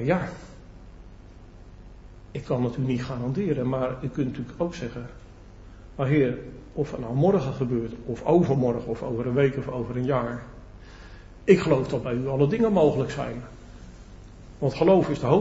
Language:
Dutch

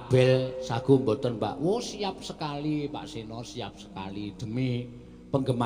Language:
Javanese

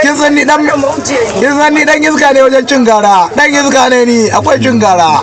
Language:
Hausa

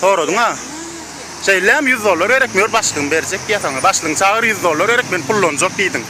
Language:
Turkmen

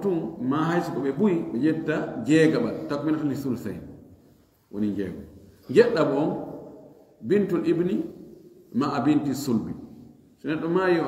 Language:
Fula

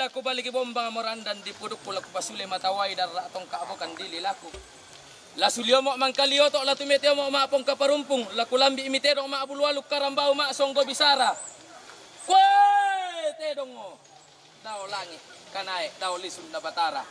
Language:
Toraja-Sa'dan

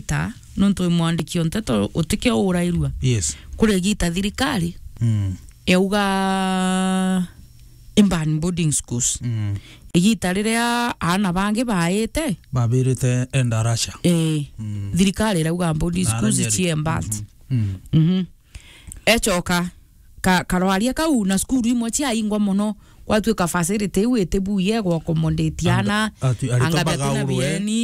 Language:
Meru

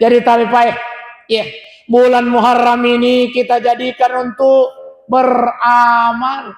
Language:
Buginese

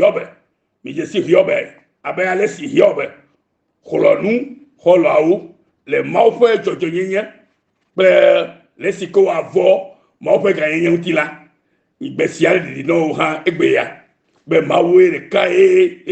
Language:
Ewe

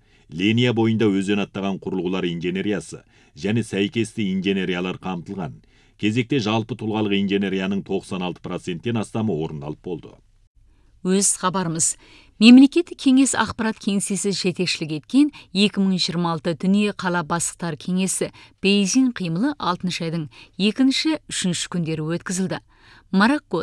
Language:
Kazakh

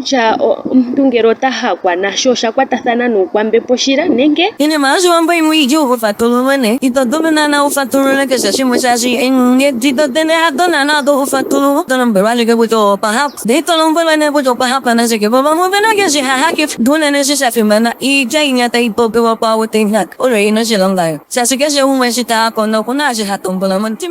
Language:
Ndonga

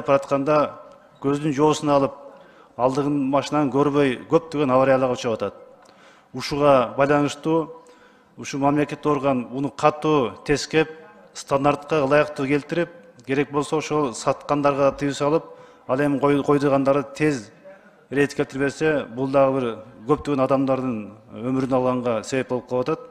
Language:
Kyrgyz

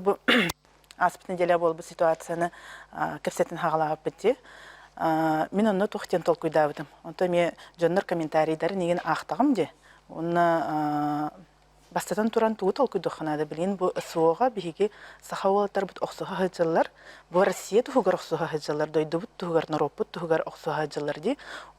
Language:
Yakut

